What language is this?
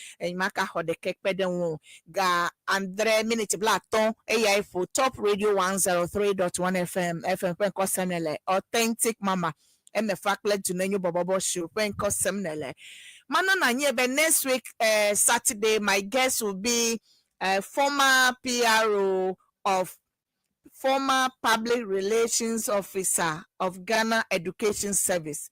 Ewe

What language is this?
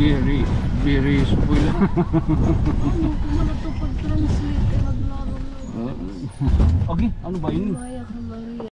Waray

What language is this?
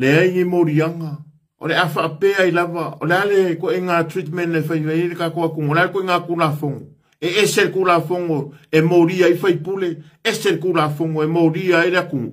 Samoan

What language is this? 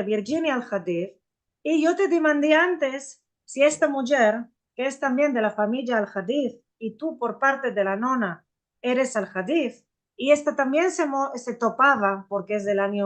Ladino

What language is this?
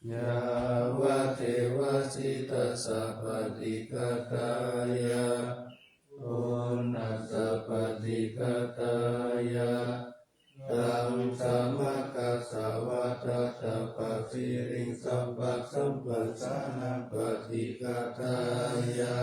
Pali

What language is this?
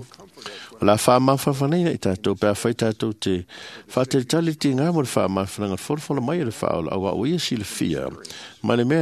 Samoan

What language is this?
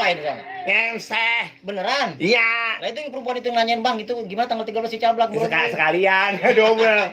Betawi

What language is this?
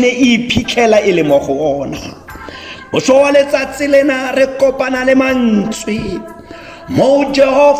Tswana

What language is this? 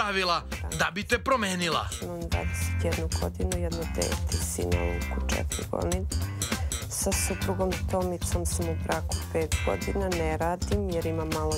Serbian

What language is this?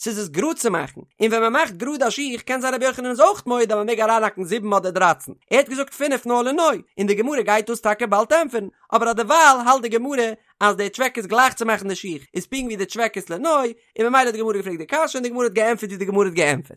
Yiddish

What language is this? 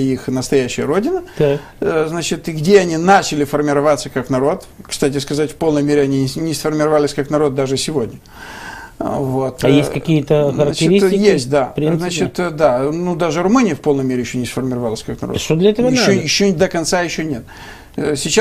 Russian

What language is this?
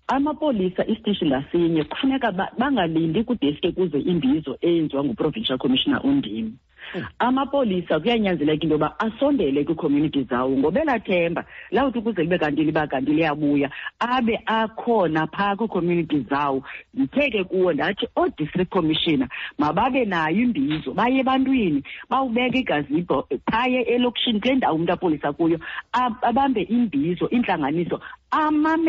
Xhosa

